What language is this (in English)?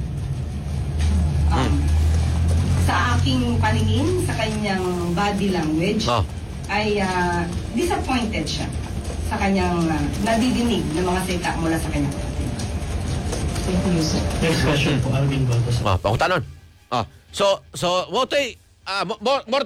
Filipino